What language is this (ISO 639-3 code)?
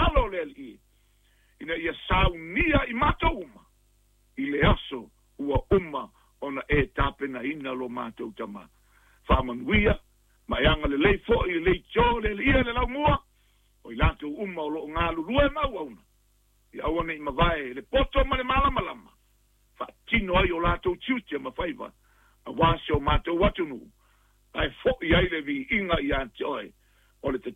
smo